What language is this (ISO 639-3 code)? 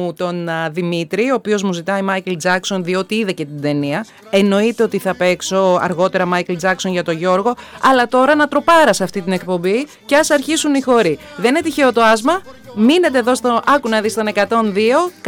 ell